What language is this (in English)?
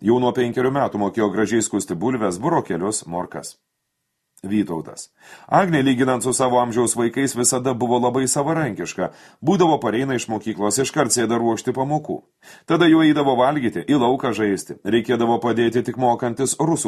Lithuanian